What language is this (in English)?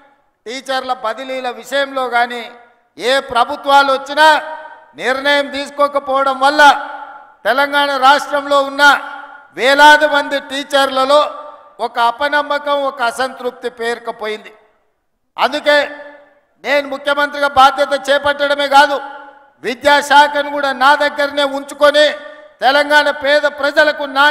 Telugu